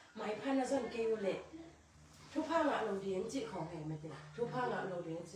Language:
Tedim Chin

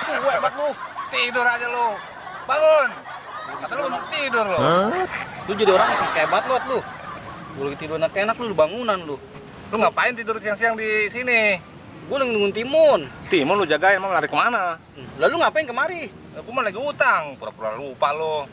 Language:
Betawi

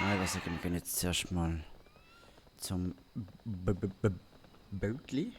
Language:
Swiss German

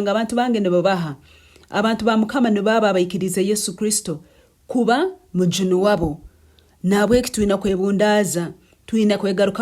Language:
Nyankole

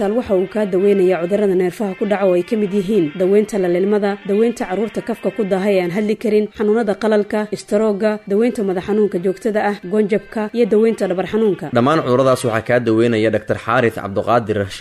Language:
Somali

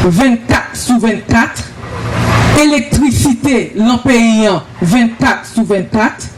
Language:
Haitian Creole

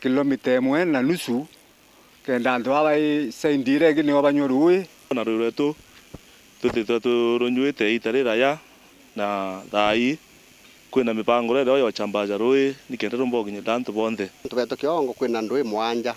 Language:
Meru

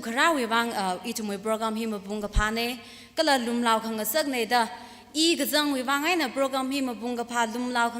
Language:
Tangkhul Naga (India)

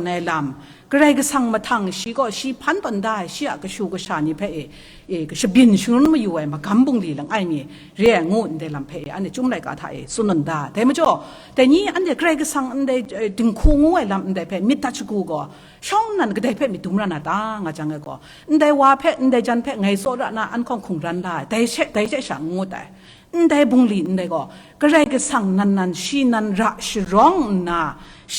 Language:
Kachin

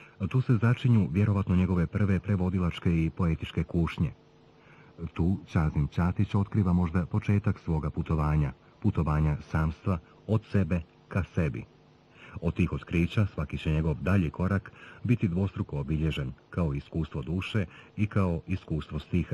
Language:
Bosnian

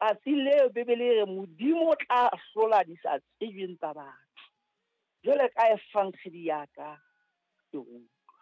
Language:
Southern Sotho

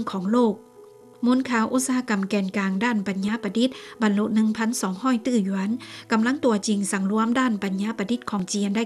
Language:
Lao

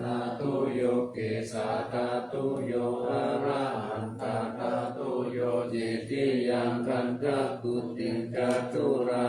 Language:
Pali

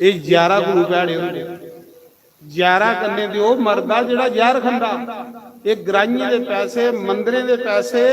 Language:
Dogri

